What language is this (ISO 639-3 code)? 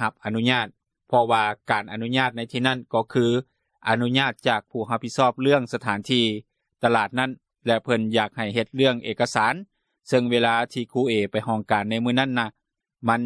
lao